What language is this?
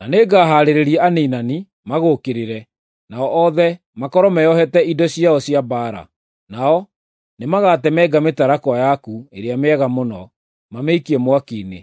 Kikuyu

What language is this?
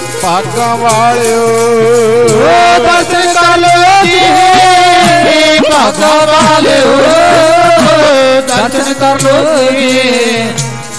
Punjabi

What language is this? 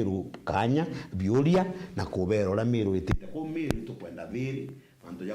Meru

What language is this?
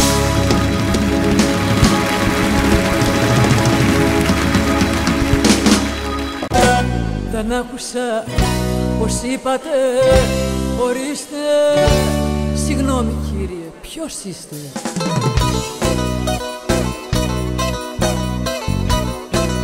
Greek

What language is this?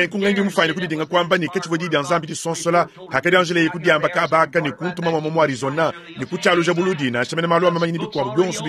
Luba-Lulua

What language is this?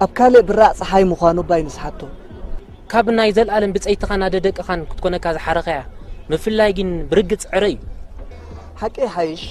Tigrinya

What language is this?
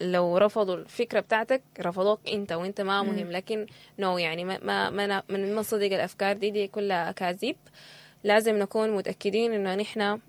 Sudanese Arabic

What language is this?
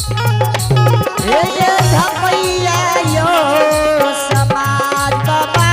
Angika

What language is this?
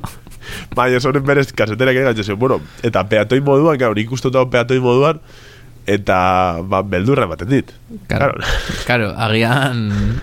Basque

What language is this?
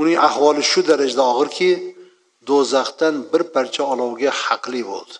Uzbek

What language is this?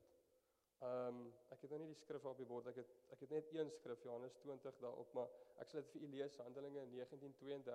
Afrikaans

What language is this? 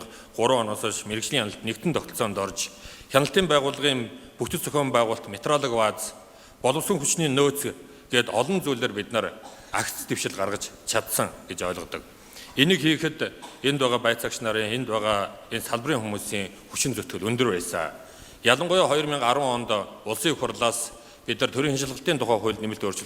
Mongolian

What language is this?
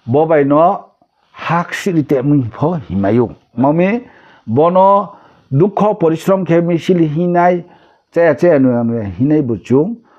Riang (India)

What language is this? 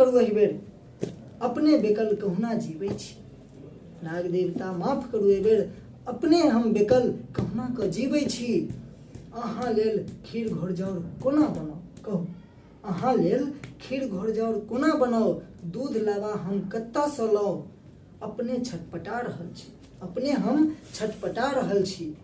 Maithili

